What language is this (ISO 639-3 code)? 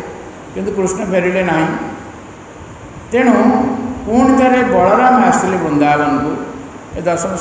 ori